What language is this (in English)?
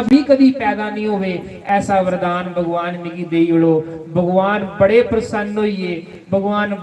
Dogri